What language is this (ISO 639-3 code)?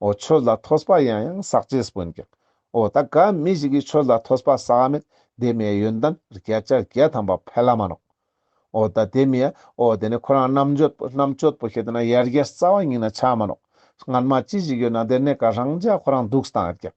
lbj